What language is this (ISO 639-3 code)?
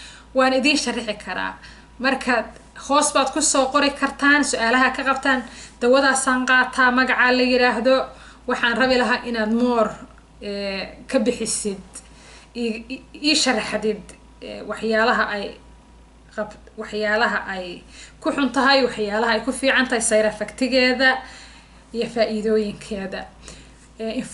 som